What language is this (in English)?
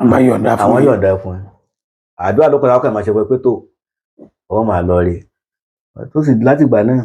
Yoruba